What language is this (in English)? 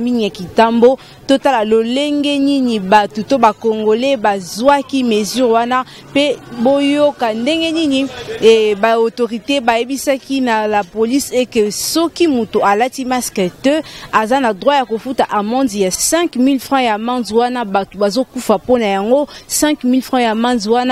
Lingala